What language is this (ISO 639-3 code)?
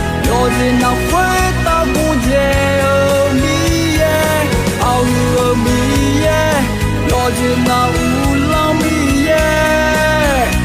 ahk